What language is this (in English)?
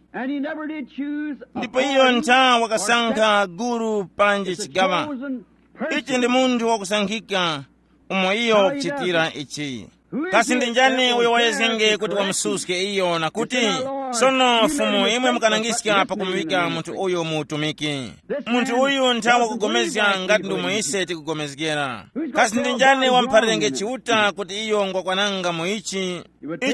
Tumbuka